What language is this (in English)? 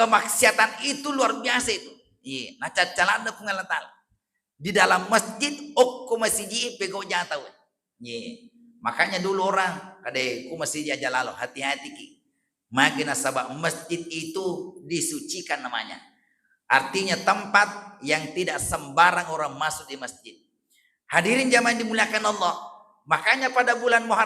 Buginese